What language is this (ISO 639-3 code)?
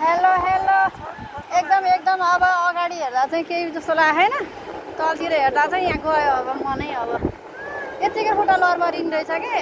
nep